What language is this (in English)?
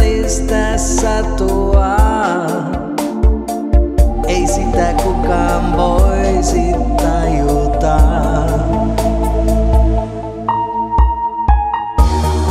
Finnish